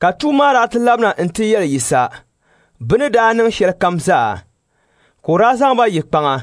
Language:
Dagbani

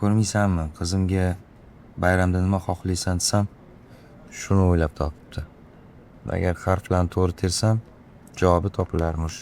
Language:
Uzbek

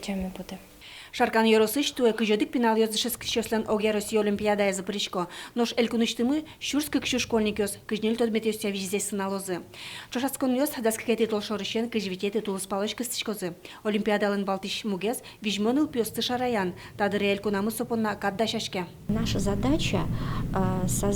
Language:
Udmurt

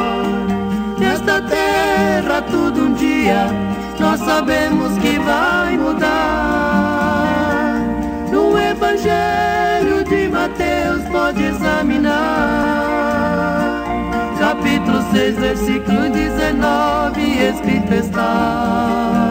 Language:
Portuguese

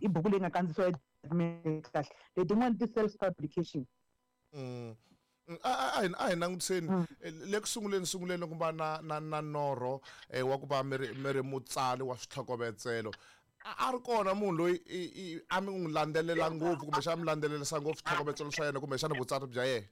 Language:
Tsonga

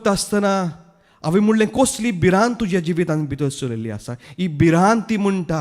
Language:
Konkani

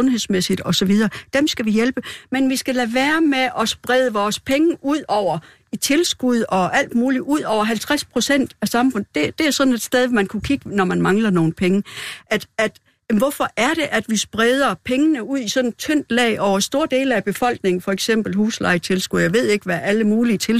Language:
Danish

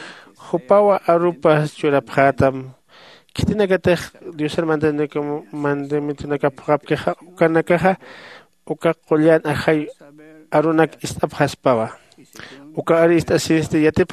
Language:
Aymara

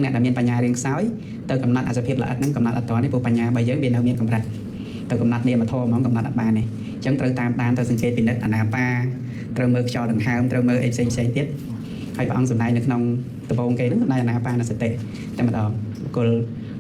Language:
Khmer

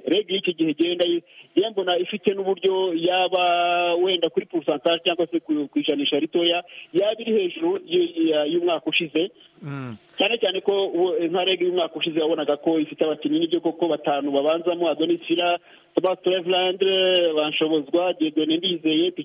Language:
Kinyarwanda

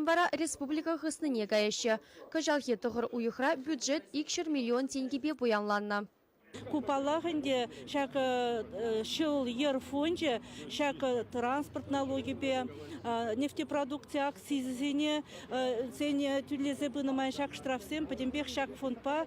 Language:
Chuvash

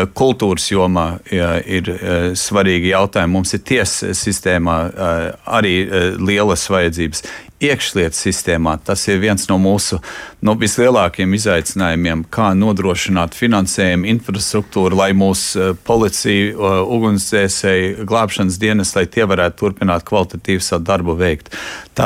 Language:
Latvian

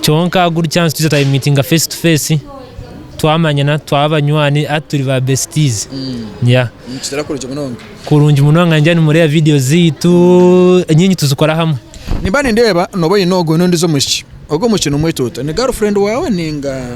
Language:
Nyankole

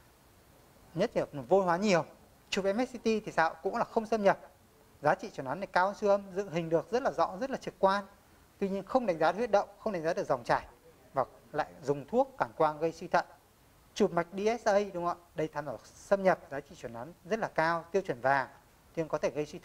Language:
Vietnamese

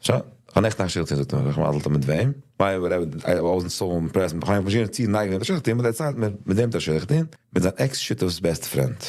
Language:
Yiddish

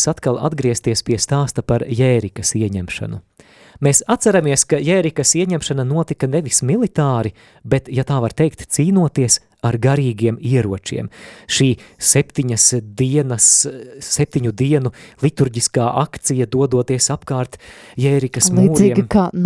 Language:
Latvian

